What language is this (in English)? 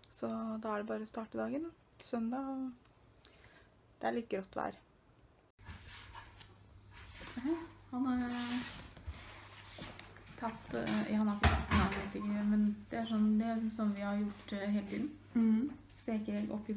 Norwegian